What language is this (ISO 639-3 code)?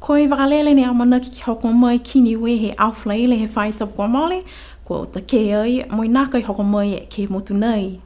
niu